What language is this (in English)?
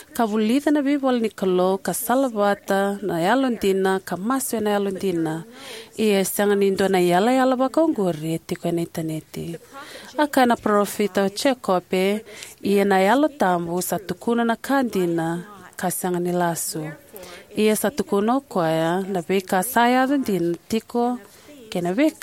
Fijian